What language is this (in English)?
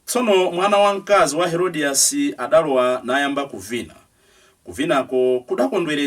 Nyanja